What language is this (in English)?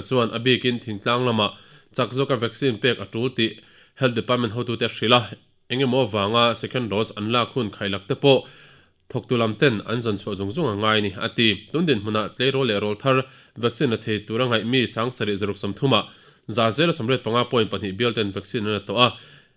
Mizo